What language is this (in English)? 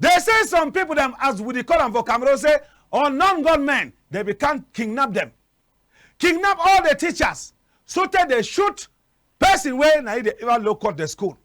Cameroon Pidgin